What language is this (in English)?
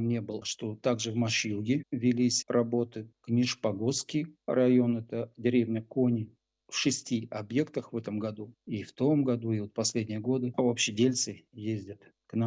Russian